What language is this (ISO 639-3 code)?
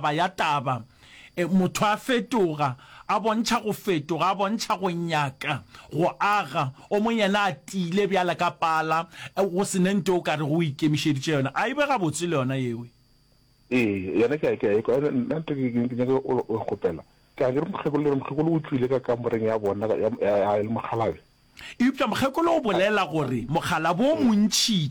nso